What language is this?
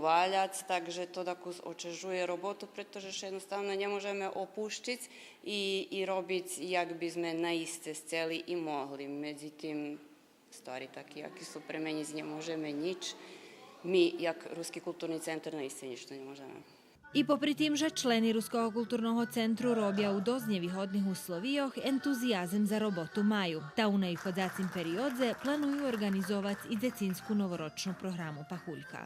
Rusyn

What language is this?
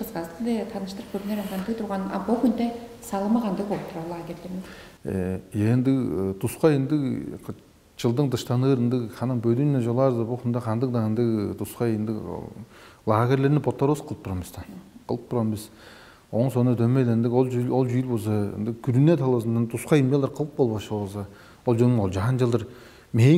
Tuvinian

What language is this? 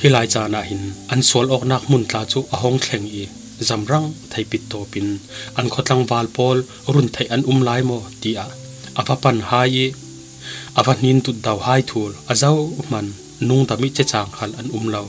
Falam Chin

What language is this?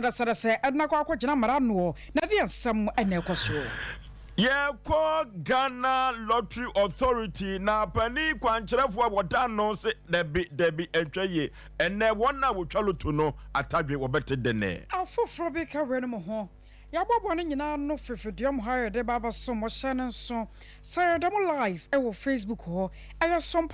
Akan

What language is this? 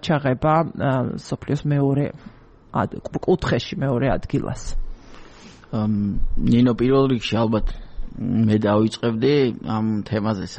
Georgian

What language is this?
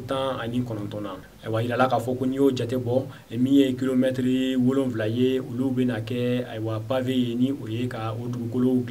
Bambara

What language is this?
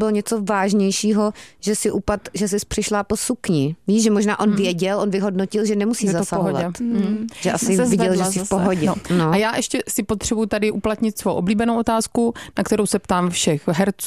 Czech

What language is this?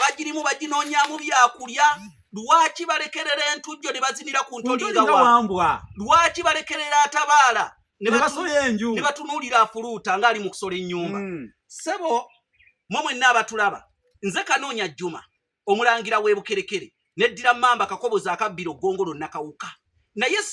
Ganda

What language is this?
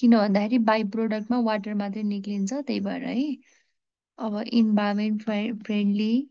Nepali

